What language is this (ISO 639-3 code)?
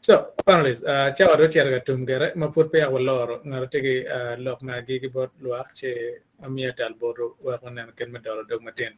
ach